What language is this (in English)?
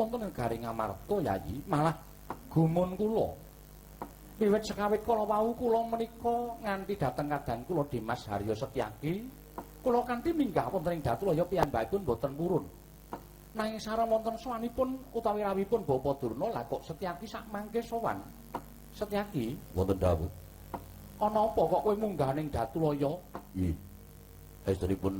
Javanese